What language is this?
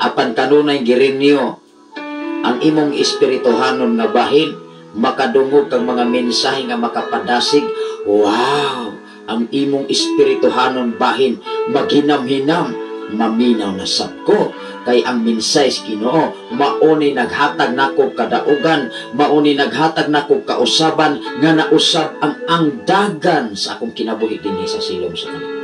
Cebuano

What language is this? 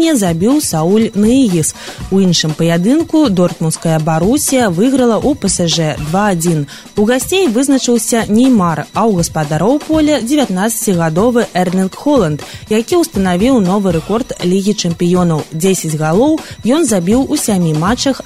Belarusian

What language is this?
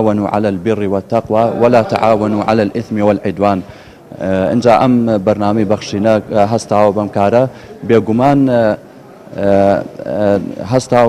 Central Kurdish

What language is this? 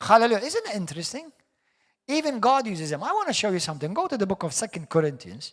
English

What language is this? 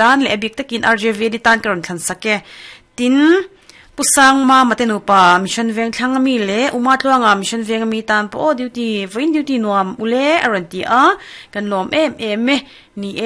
Mizo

